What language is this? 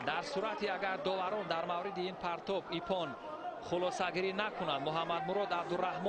Tajik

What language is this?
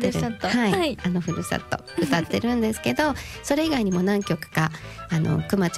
Japanese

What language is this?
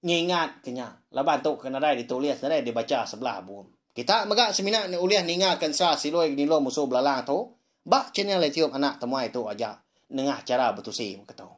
Iban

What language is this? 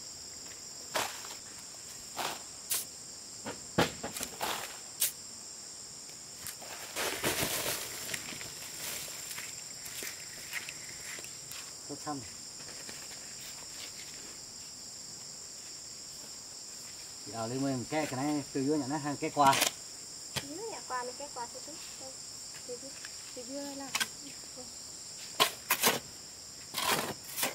Vietnamese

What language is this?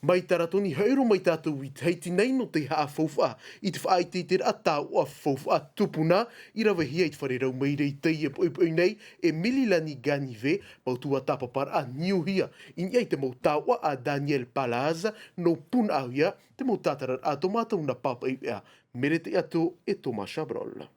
Tahitian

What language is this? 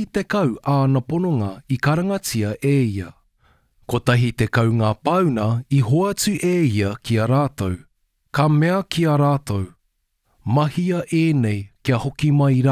Māori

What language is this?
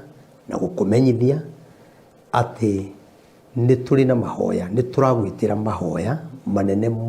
Kikuyu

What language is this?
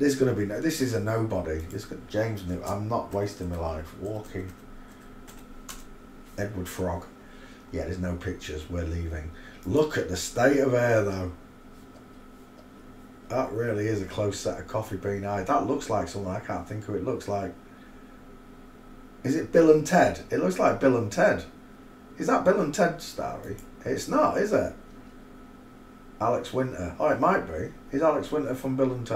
English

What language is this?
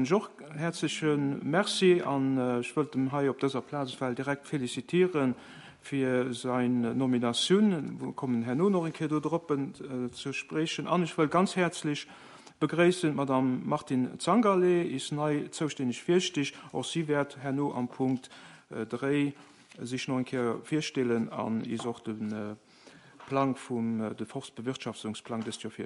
Luxembourgish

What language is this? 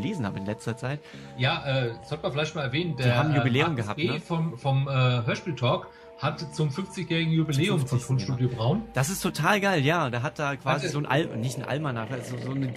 German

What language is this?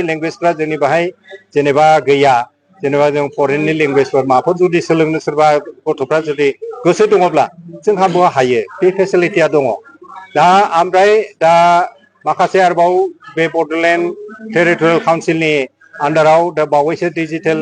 Bodo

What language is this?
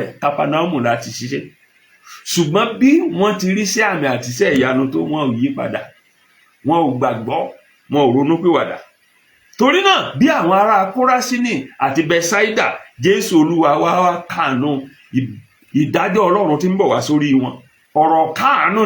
Yoruba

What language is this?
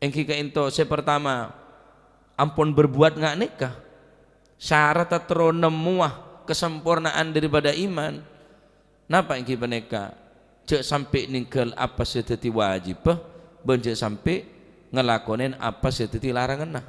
Madurese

